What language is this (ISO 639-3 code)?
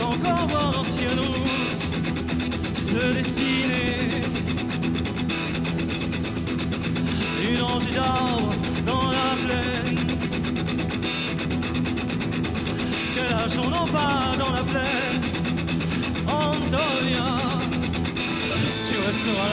fra